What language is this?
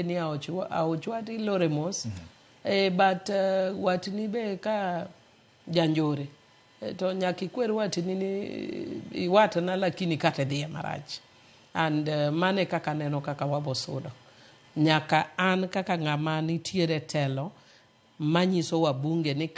Luo (Kenya and Tanzania)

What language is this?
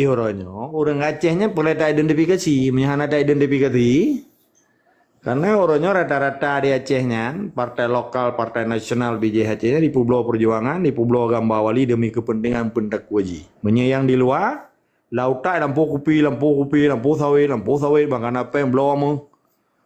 Achinese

